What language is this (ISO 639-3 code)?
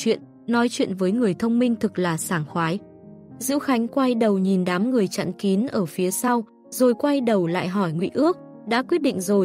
vie